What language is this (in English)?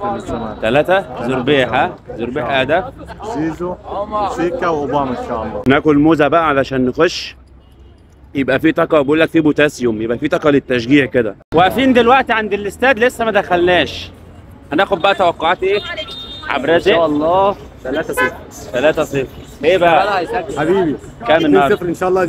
Egyptian Arabic